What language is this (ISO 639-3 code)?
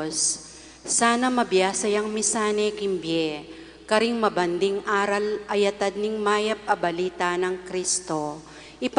pam